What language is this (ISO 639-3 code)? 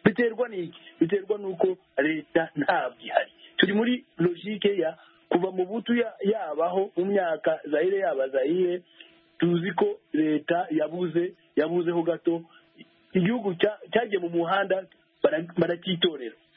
kin